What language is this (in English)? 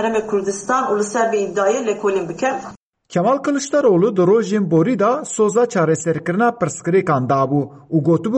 Kurdish